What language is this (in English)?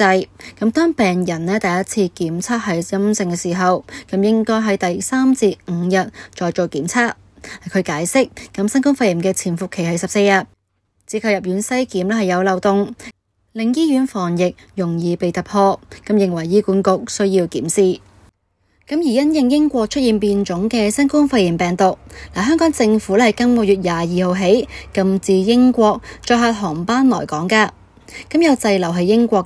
Cantonese